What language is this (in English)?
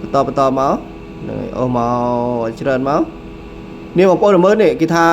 Khmer